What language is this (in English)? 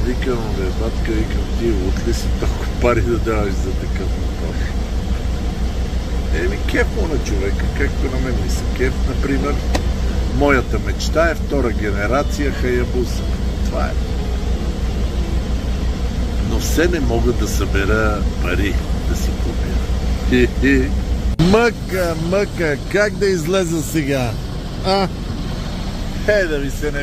Bulgarian